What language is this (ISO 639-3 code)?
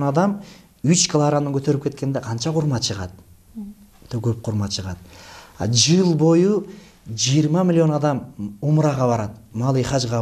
kir